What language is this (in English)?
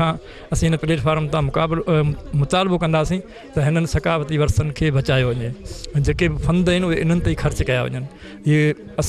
Sindhi